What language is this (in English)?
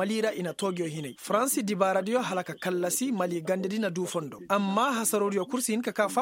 Koyraboro Senni